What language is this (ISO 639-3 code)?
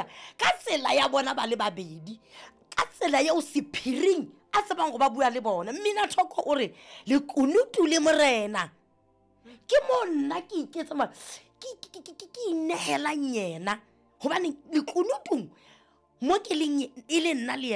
sot